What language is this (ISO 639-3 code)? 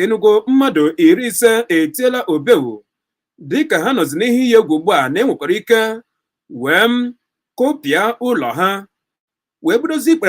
ibo